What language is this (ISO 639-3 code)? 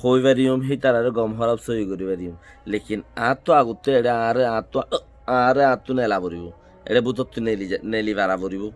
rhg